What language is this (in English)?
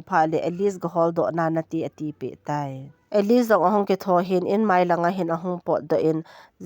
Thado Chin